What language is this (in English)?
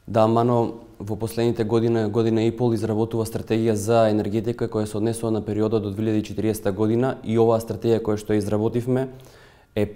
Macedonian